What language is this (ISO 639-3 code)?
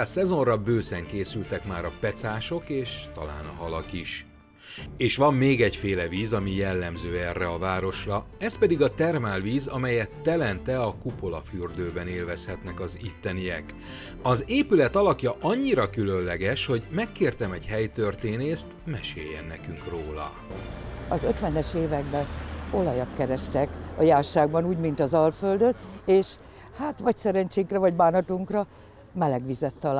hun